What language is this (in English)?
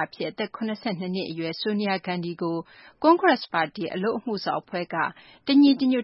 Burmese